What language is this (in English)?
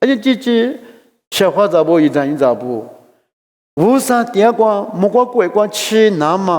Lisu